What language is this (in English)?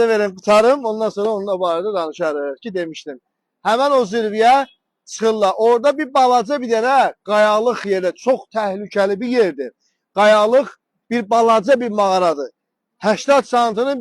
Azerbaijani